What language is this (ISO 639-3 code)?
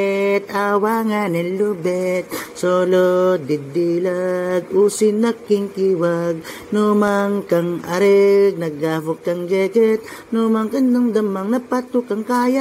itv